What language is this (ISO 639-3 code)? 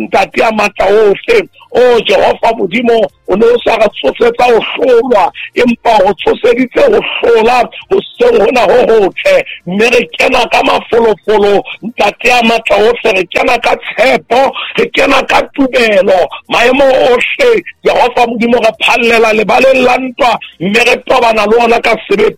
sot